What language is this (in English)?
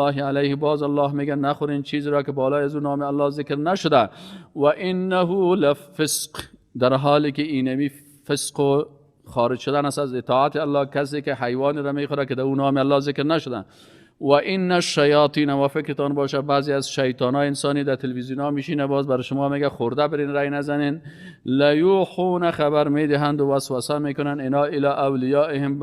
Persian